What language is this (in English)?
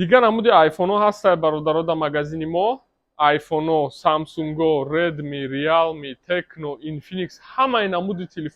Tajik